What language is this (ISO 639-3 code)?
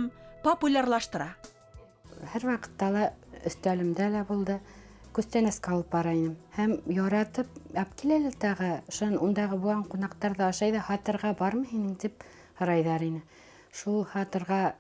bak